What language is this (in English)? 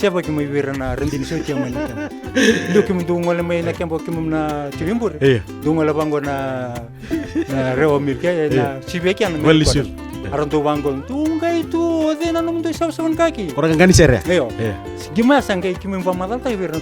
Fijian